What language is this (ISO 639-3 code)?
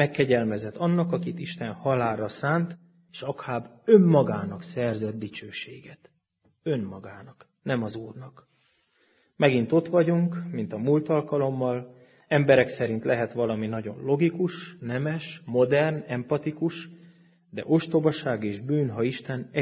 hun